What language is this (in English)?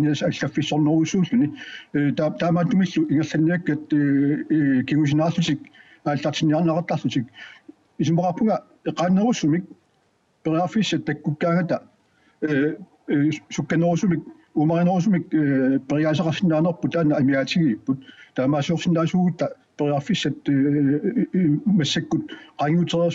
Kalaallisut